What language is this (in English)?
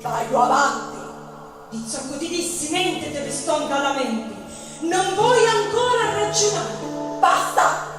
Sicilian